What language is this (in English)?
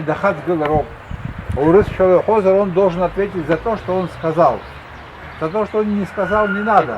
Abkhazian